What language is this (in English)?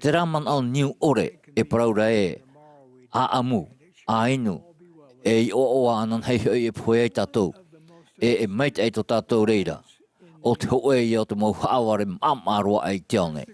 Tahitian